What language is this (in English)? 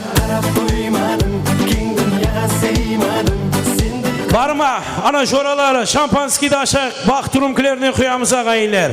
Kara-Kalpak